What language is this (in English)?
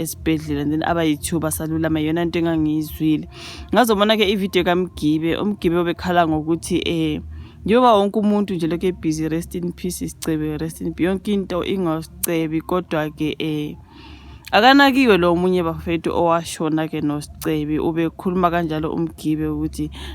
Zulu